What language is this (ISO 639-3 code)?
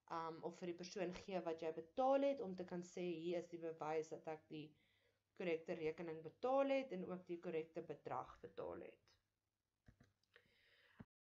afr